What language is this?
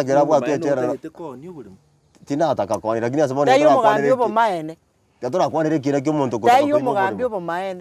Gusii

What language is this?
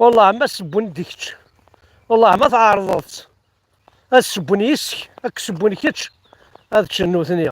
Kabyle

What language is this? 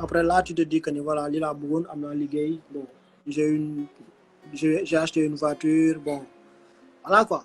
Wolof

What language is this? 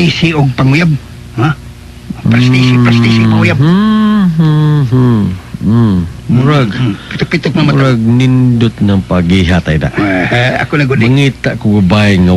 Cebuano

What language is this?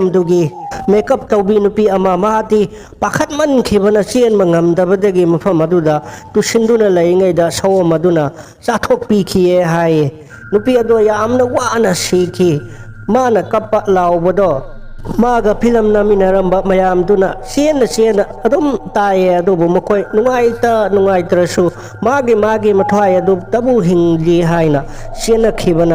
Manipuri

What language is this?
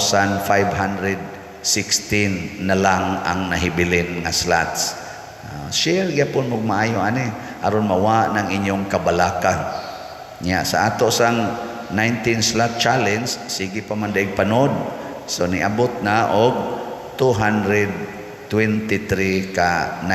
Cebuano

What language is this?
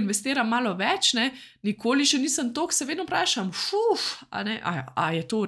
Slovenian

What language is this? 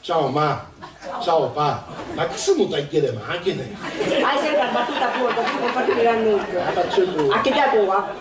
Sicilian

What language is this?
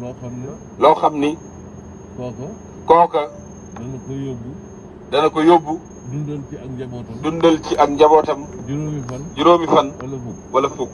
Wolof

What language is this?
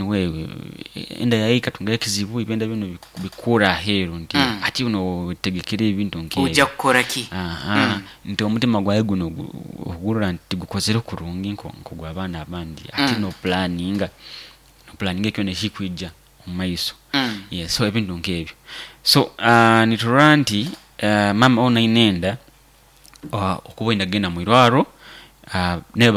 Nyoro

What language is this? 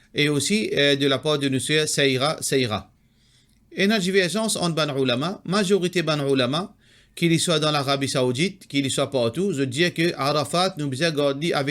Morisyen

